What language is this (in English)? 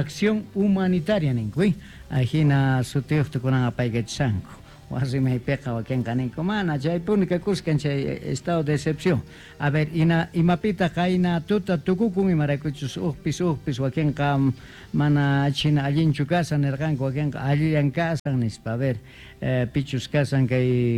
Quechua